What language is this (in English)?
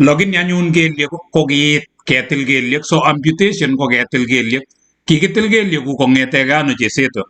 Kalenjin